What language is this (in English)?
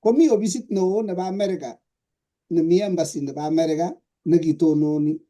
Kalenjin